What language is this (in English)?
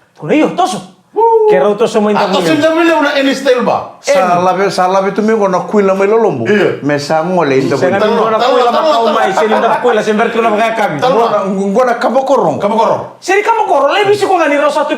Fijian